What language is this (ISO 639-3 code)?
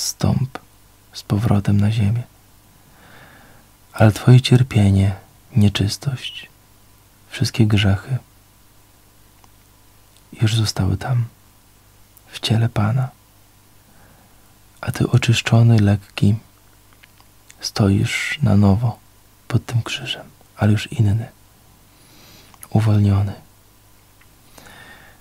pol